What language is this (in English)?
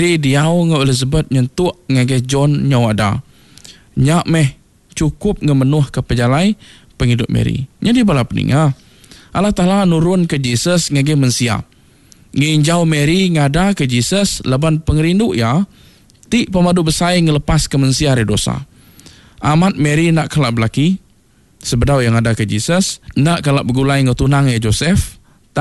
Iban